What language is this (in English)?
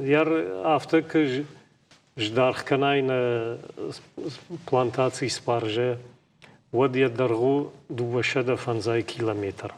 Ossetic